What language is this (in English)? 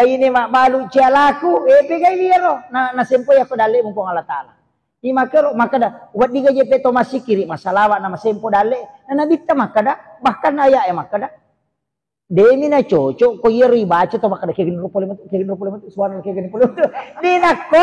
Buginese